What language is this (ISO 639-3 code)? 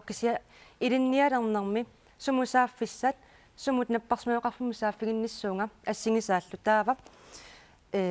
kal